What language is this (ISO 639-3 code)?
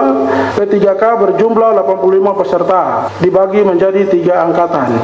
ind